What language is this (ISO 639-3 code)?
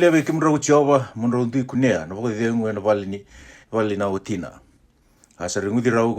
fij